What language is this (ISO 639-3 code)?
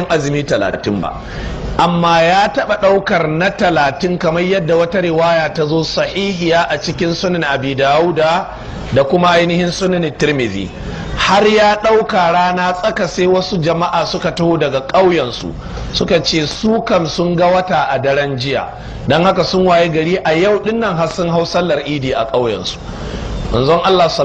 hau